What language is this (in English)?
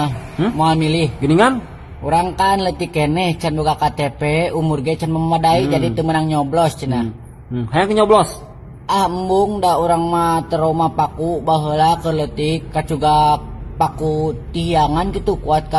Sundanese